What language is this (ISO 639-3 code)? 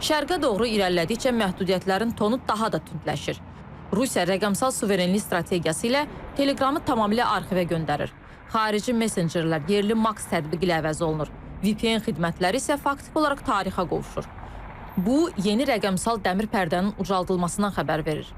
aze